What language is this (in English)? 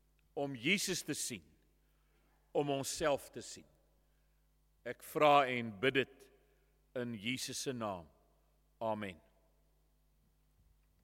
Afrikaans